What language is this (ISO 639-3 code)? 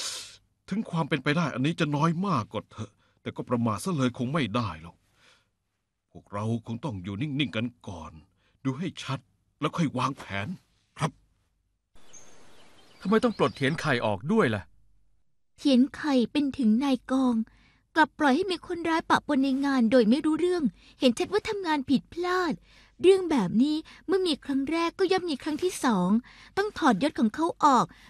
tha